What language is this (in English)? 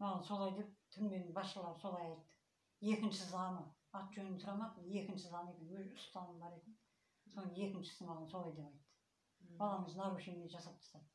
Kazakh